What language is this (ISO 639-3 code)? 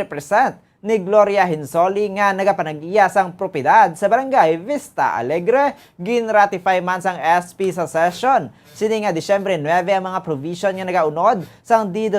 hil